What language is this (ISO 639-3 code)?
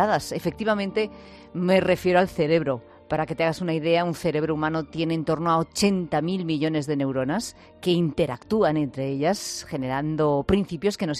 spa